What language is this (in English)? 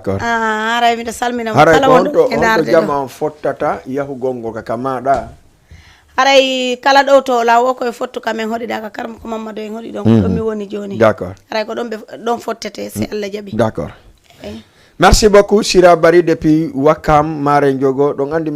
Fula